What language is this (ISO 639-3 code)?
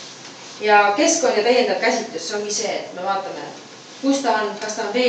est